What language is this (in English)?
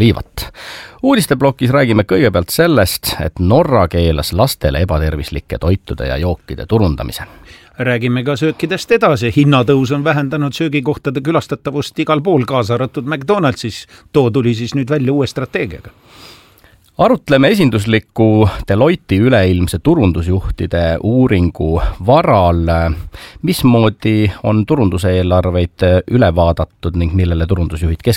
Estonian